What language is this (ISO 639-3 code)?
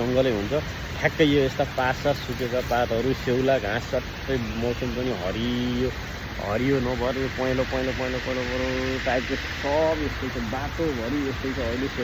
nep